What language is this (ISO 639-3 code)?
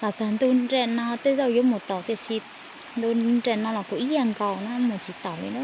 hmn